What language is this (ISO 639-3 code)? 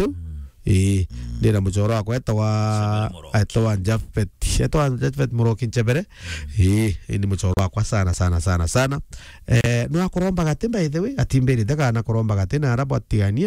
mer